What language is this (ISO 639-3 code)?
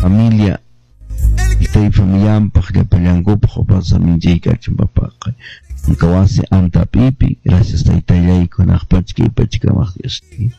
que